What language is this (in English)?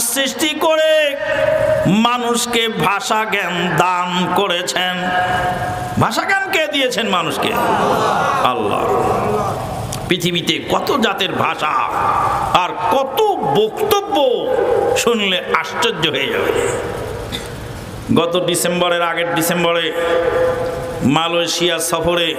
Bangla